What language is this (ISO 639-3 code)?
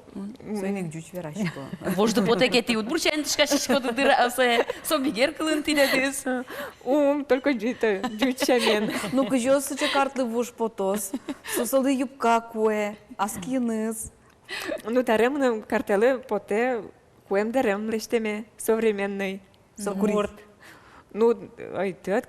udm